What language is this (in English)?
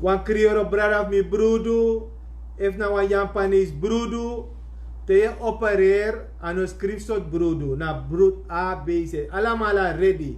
Sranan Tongo